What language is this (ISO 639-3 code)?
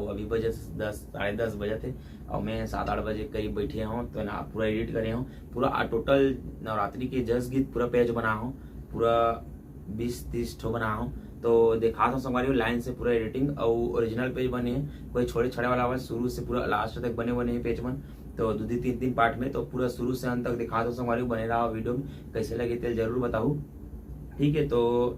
hne